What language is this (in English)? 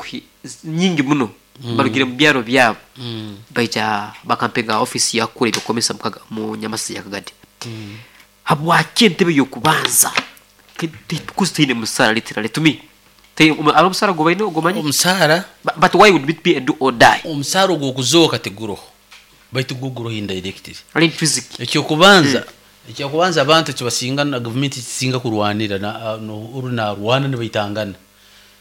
Nyoro